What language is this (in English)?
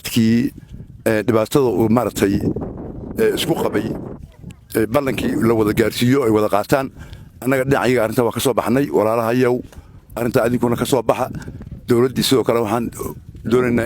Somali